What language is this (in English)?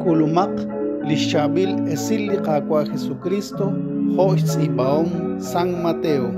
Kekchí